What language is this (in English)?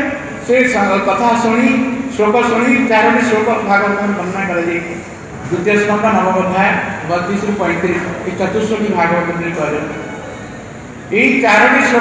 Odia